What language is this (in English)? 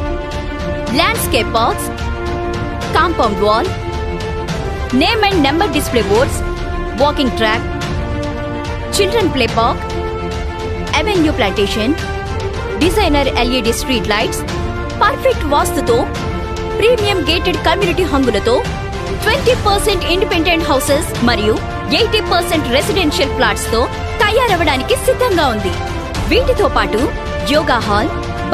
Telugu